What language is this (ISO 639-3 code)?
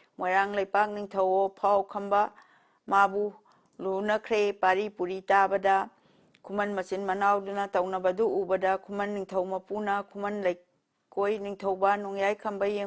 mni